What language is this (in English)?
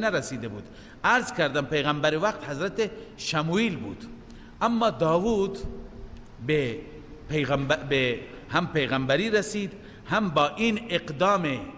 Persian